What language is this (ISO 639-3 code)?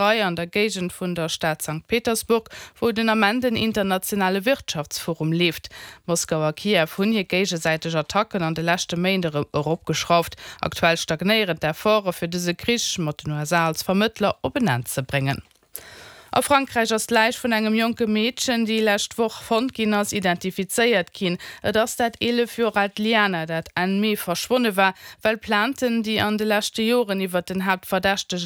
ltz